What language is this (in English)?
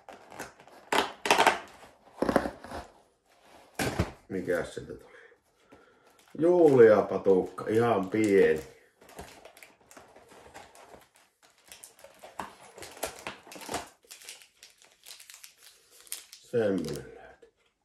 Finnish